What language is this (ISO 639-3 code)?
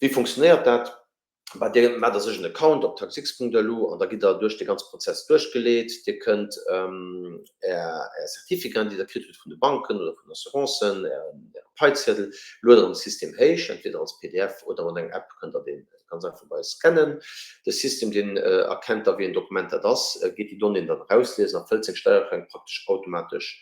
ltz